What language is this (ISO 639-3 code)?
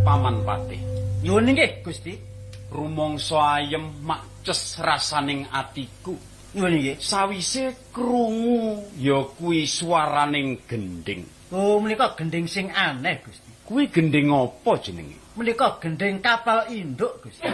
jav